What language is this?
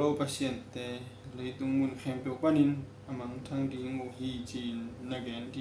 Tedim Chin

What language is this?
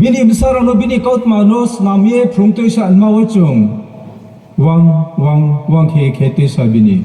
Riang (India)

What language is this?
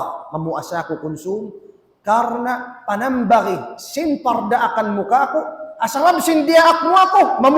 Tausug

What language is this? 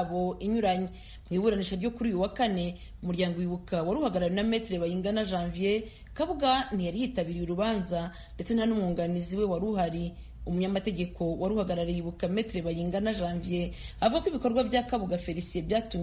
Kinyarwanda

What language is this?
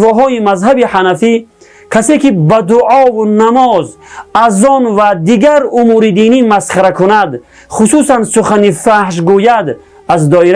Tajik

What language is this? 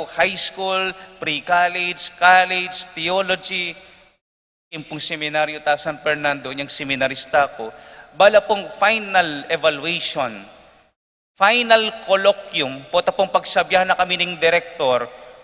Pampanga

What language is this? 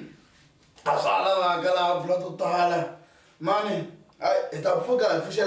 Tsonga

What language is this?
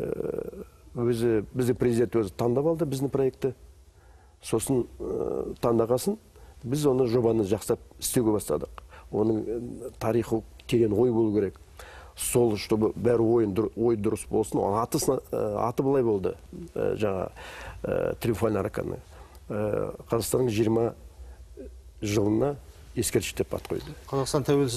Kazakh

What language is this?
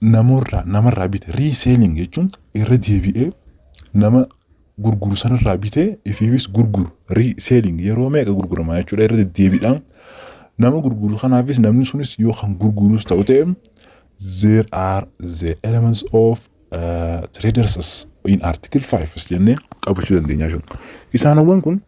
Oromo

